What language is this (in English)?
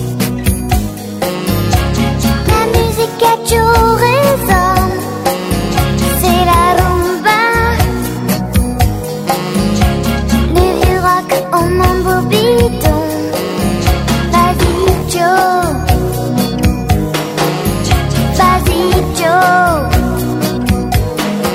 French